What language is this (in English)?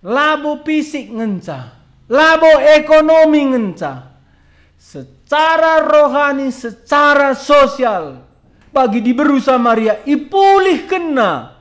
Batak Karo